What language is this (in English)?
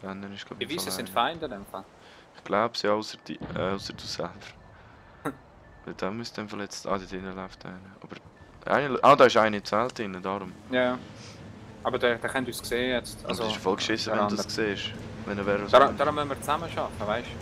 Swiss German